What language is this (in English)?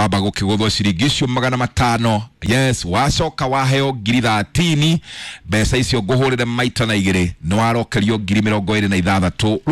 Kikuyu